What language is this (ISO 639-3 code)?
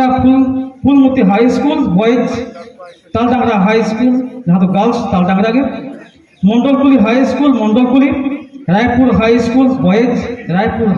sat